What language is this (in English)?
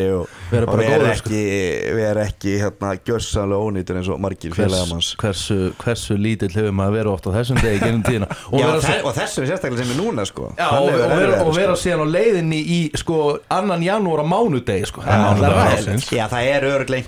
Icelandic